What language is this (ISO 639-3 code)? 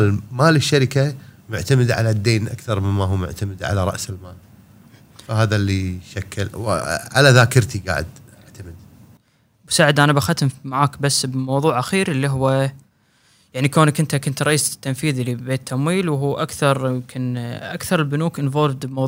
afb